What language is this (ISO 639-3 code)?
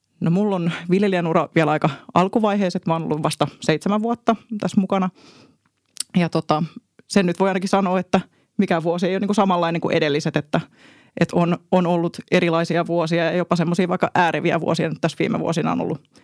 fin